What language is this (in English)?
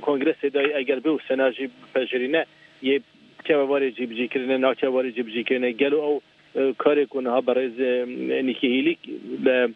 Kurdish